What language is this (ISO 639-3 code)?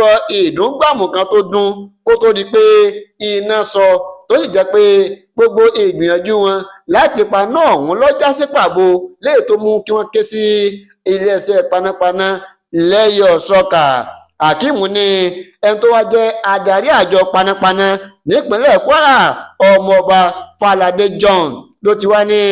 yor